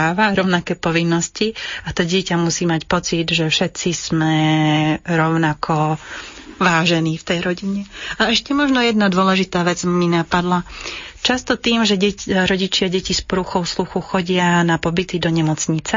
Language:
Slovak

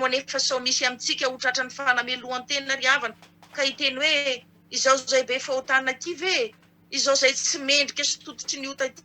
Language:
Malagasy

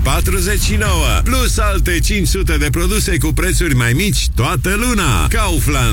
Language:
Romanian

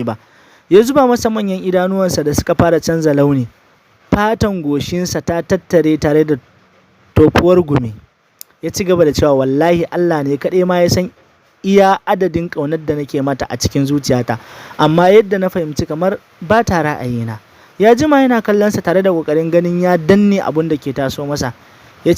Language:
Hausa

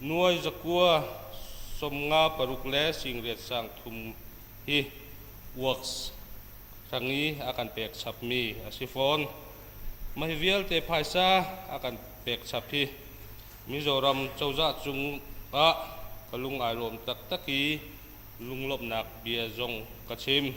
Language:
Hakha Chin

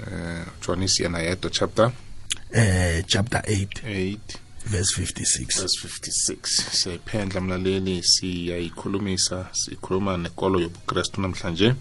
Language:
South Ndebele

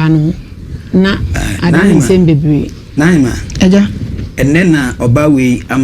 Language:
Akan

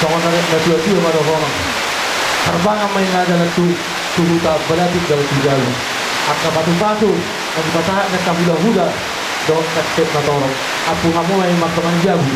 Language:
Batak Toba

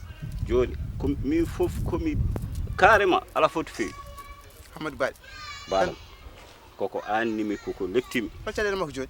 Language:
Fula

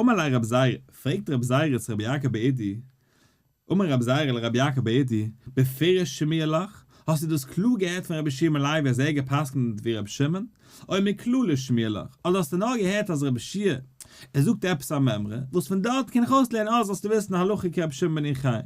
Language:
Yiddish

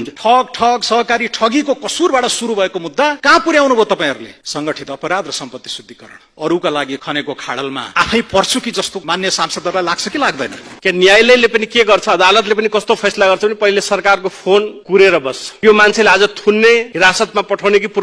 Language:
Nepali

